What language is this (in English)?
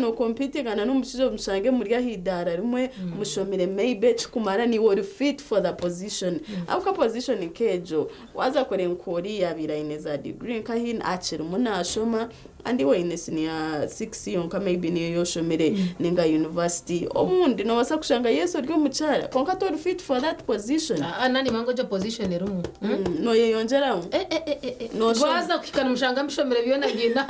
Nyankole